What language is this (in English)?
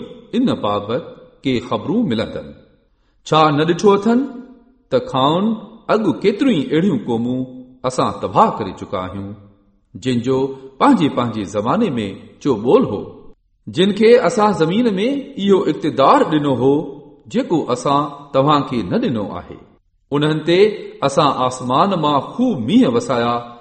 Sindhi